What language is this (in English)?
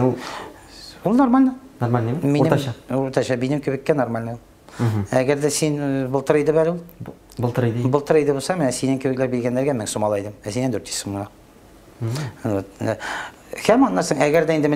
Tatar